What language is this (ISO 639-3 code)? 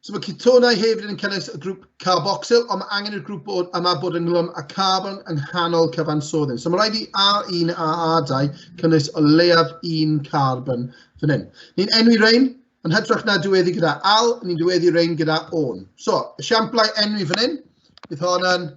cym